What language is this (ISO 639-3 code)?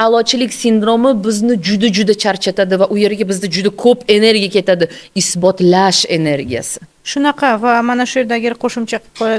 uzb